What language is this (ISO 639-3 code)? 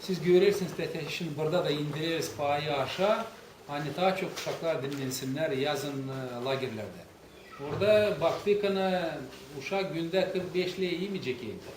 gag